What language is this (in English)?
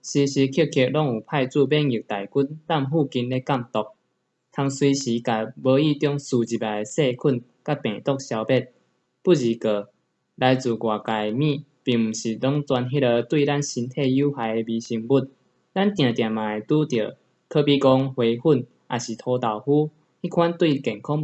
Min Nan Chinese